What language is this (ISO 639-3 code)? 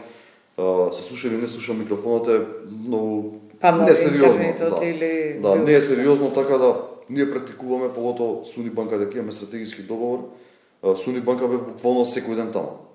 mkd